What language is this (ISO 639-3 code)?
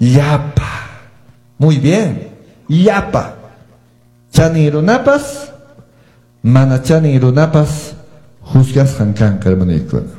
que